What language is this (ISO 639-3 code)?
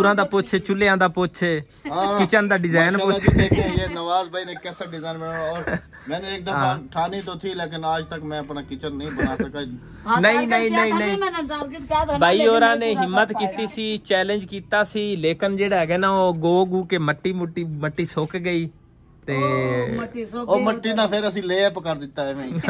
pan